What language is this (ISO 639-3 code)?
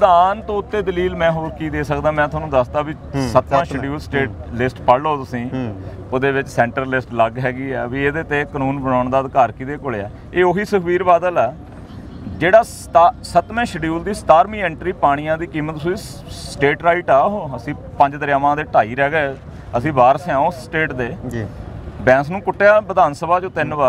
pan